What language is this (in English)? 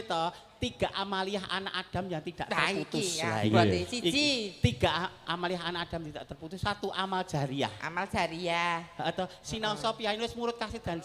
Javanese